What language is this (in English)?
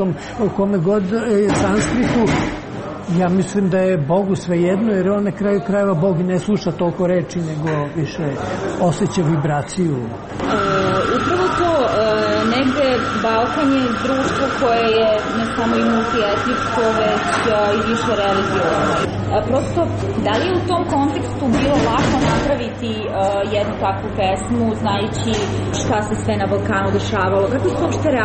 Serbian